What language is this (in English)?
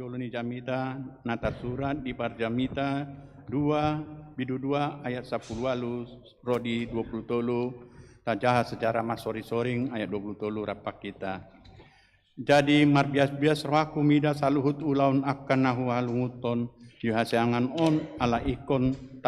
Batak Toba